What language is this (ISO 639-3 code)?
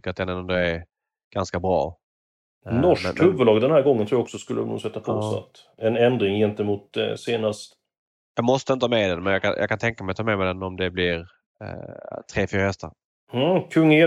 swe